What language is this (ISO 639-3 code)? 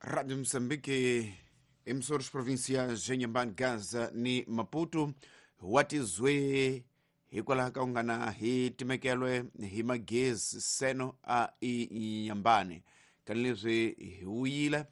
tso